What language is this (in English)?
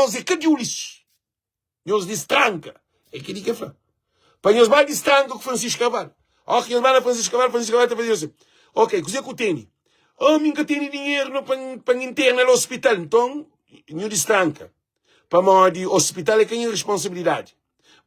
Kabuverdianu